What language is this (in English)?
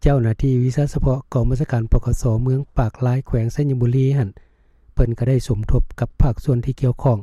Lao